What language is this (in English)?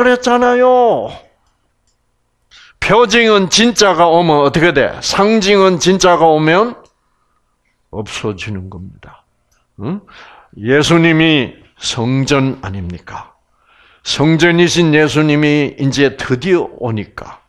Korean